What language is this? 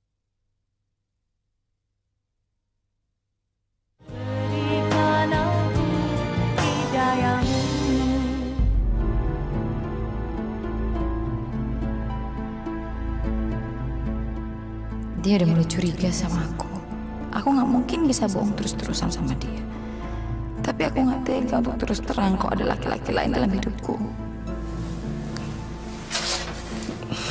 Indonesian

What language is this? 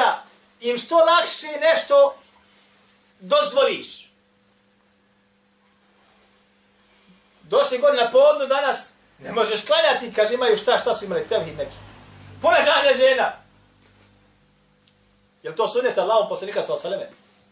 Bosnian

